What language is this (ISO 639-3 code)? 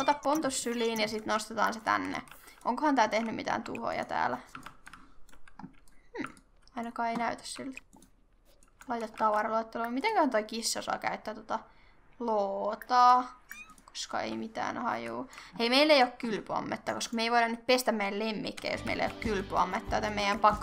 fin